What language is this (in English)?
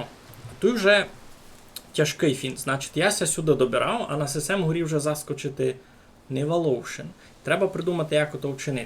Rusyn